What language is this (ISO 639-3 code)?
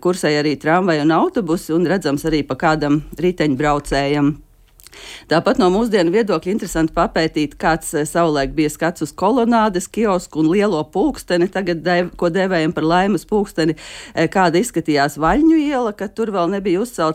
lav